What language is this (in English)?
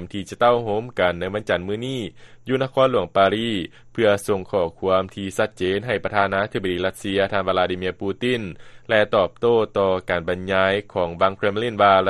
Lao